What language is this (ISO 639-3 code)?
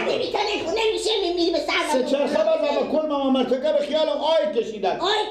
fas